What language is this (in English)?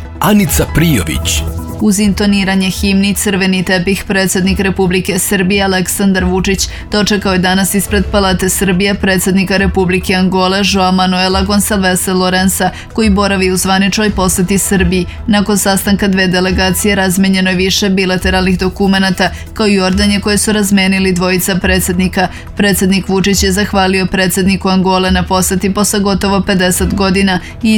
Serbian